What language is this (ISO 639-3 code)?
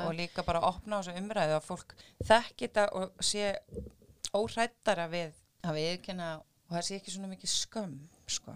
isl